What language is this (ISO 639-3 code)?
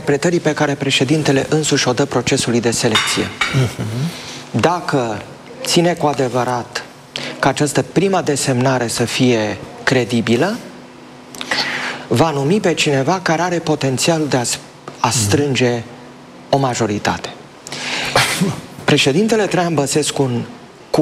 ron